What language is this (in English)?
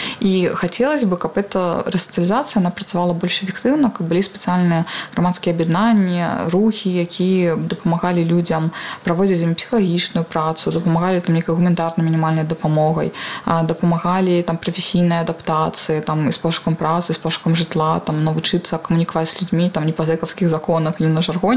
Belarusian